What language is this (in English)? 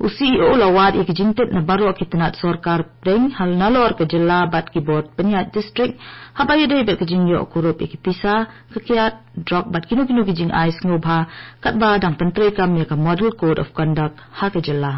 Khasi